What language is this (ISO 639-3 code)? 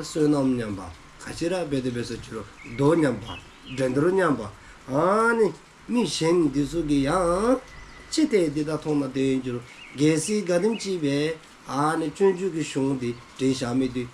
dzo